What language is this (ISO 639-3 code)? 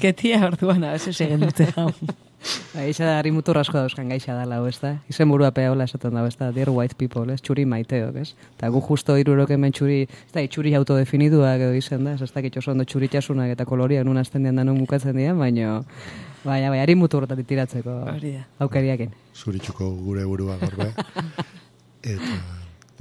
eus